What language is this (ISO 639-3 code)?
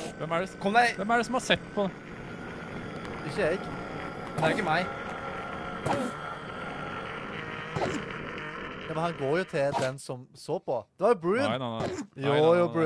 nor